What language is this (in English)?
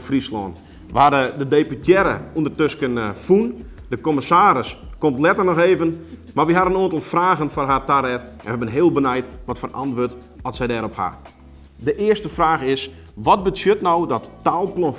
Western Frisian